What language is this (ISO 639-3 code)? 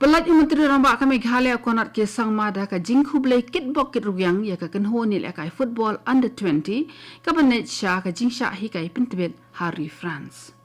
kha